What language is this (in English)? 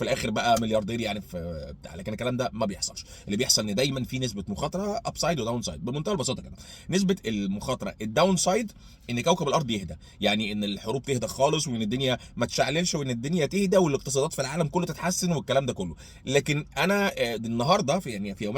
Egyptian Arabic